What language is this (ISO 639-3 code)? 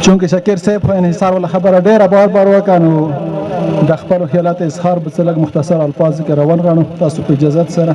pus